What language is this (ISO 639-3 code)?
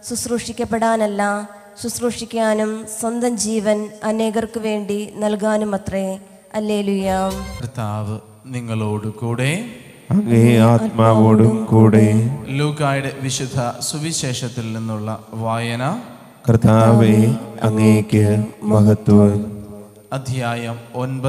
mal